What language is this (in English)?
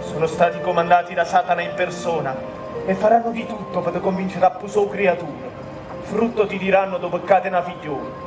Neapolitan